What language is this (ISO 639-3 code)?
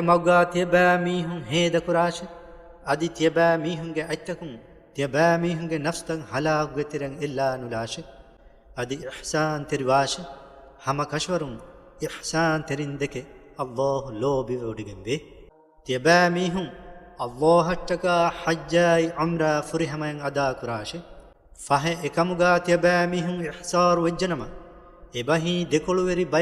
div